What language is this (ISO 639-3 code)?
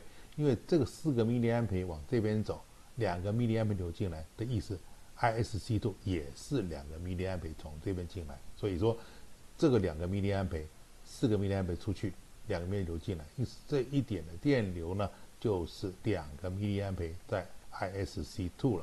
zho